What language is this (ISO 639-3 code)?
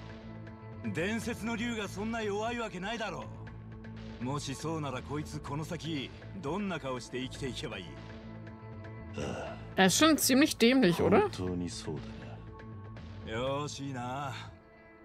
jpn